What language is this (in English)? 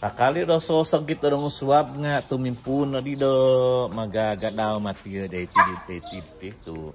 Central Dusun